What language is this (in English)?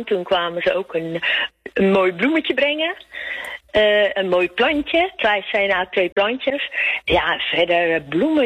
Dutch